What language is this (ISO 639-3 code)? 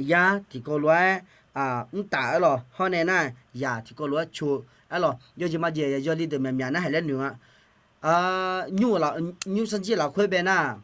ahk